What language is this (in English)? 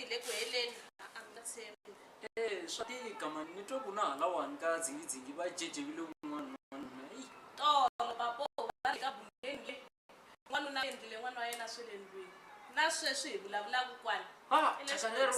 Tsonga